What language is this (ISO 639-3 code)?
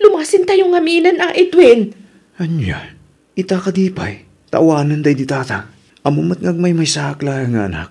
ilo